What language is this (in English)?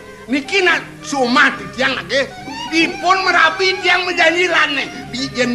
Balinese